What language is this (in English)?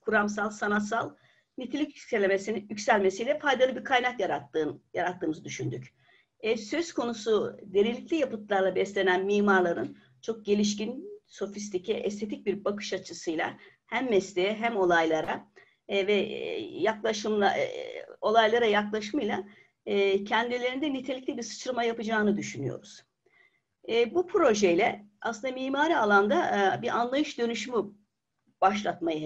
Turkish